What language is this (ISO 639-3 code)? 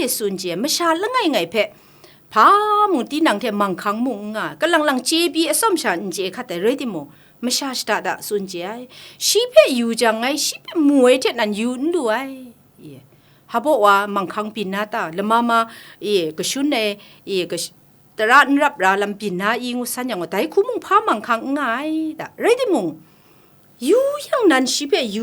kac